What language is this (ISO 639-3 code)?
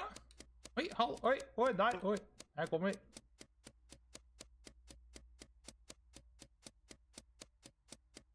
nor